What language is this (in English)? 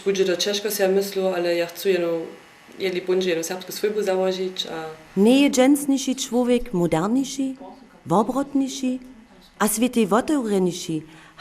Upper Sorbian